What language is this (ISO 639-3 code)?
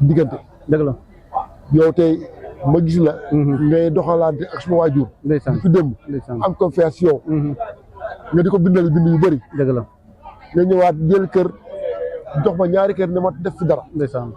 wol